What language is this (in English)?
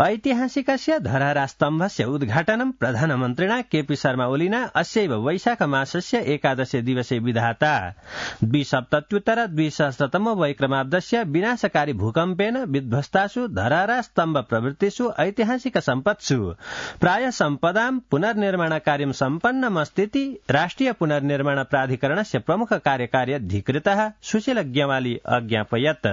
Sanskrit